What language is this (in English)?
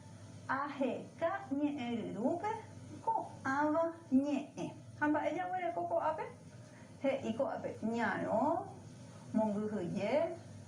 Guarani